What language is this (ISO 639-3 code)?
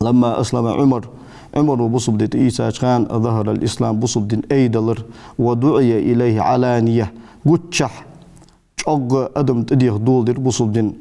inh